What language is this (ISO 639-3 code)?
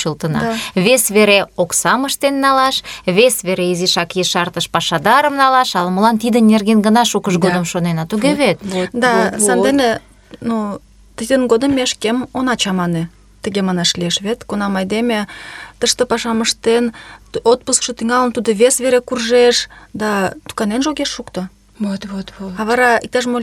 chm